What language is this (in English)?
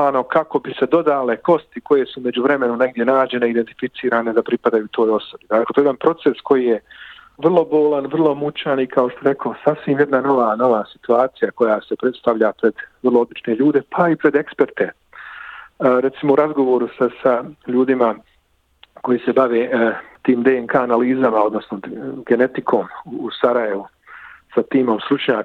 Bosnian